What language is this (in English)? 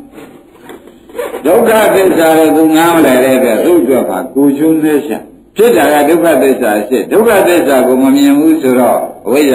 Burmese